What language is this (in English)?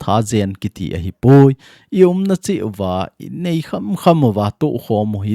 Thado Chin